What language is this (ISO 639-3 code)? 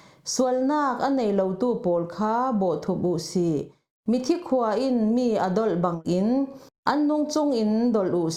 cfm